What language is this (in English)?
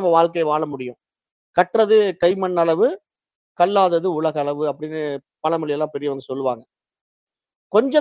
Tamil